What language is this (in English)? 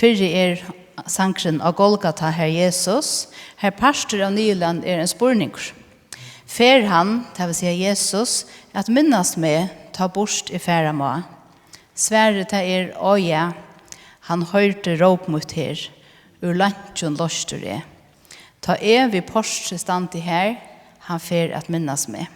Faroese